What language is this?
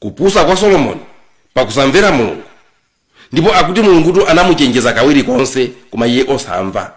Nyanja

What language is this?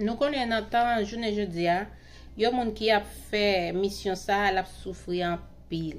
Haitian Creole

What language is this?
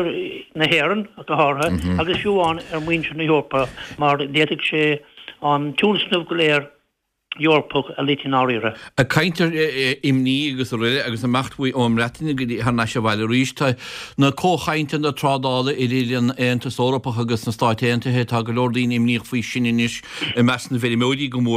Irish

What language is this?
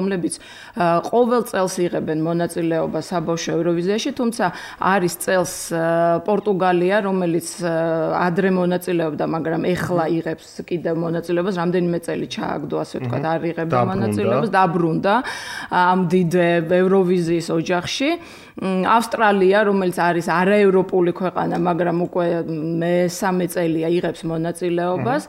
Georgian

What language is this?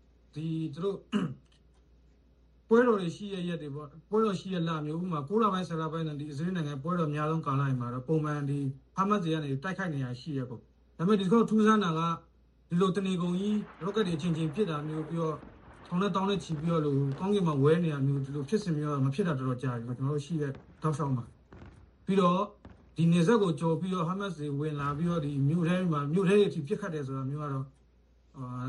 Burmese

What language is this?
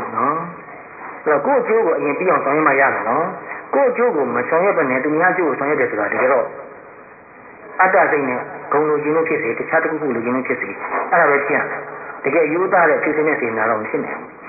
Burmese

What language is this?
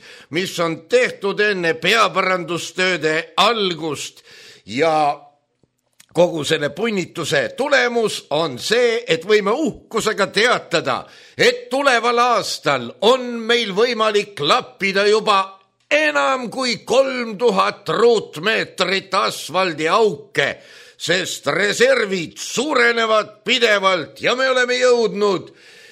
Estonian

